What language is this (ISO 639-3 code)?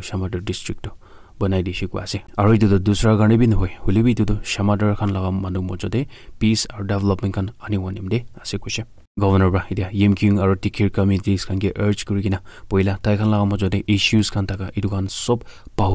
nag